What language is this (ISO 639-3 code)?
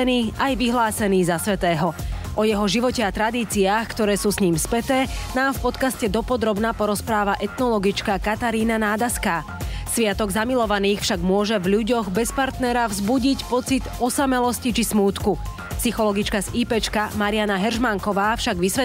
slk